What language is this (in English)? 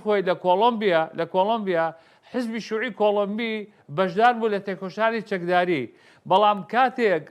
Central Kurdish